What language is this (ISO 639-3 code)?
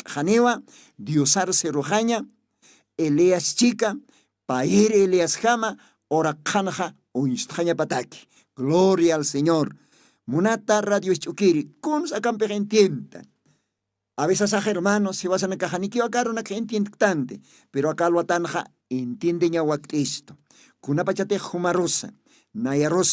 aym